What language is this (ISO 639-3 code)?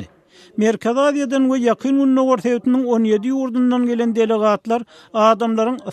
tuk